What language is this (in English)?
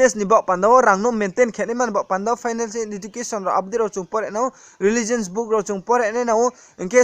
Riang (India)